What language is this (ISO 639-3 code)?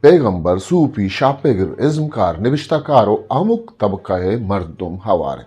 bgp